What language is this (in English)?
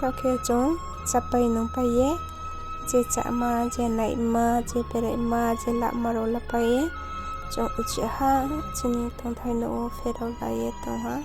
Riang (India)